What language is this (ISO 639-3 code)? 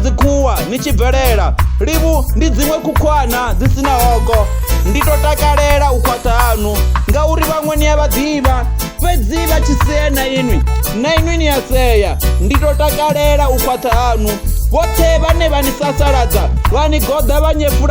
ven